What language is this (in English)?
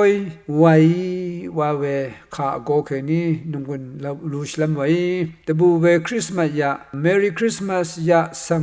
Rawang